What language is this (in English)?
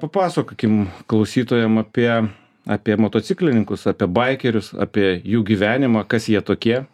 Lithuanian